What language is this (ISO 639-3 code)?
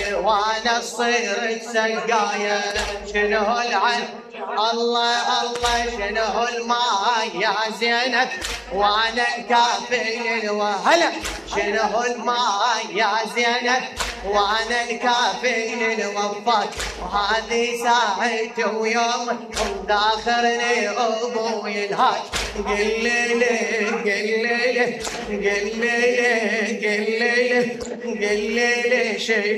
acm